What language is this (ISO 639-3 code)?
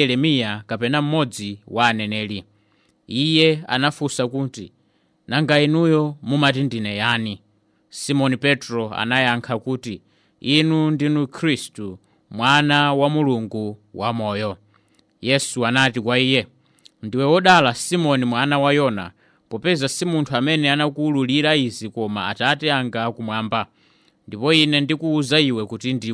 nya